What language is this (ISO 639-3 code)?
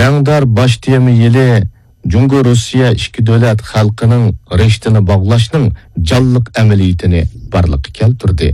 uig